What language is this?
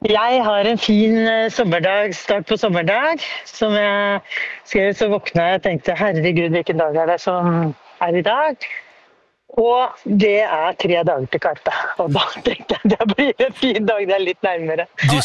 Norwegian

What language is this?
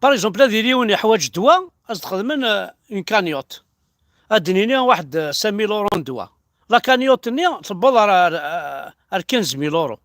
Kabyle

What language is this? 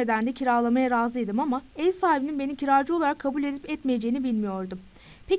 Turkish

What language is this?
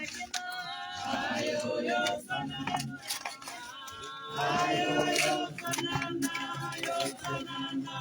Tswana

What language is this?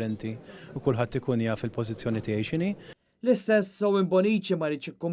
Maltese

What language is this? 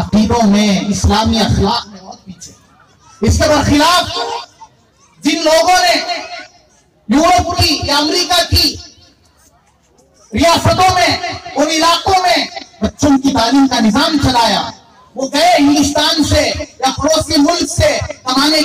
Urdu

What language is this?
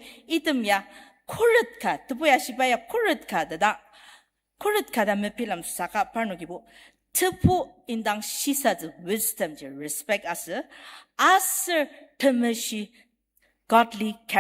Ao Naga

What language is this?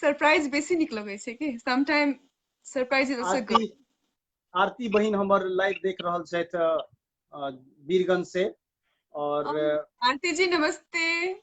Maithili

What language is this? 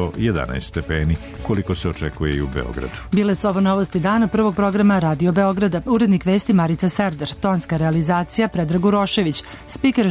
Serbian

